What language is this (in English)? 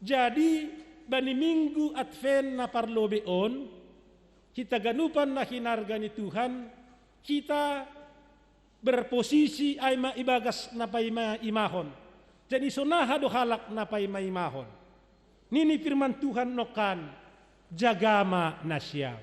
Batak Simalungun